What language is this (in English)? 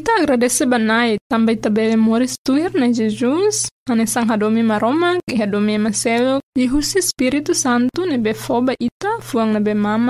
Tetum